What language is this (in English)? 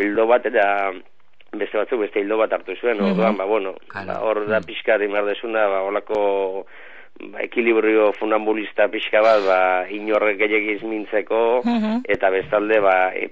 Basque